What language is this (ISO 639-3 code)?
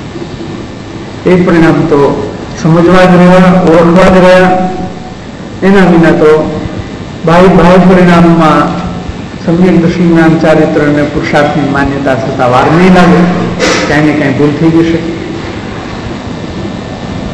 guj